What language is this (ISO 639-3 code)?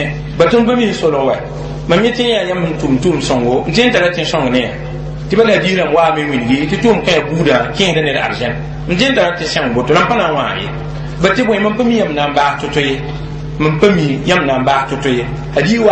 mos